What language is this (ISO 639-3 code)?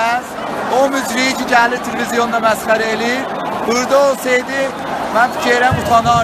azb